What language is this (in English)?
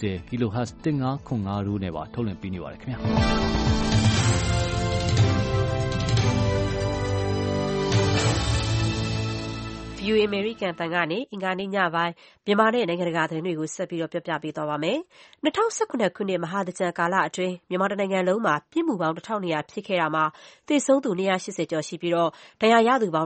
Burmese